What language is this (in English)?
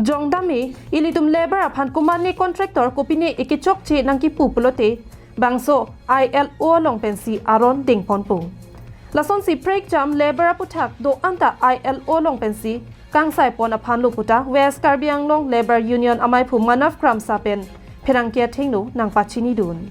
Karbi